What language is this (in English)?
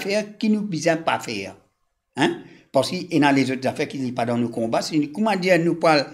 Morisyen